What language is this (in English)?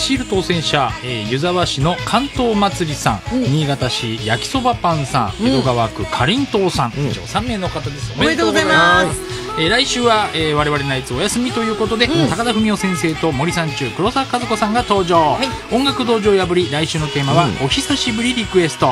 Japanese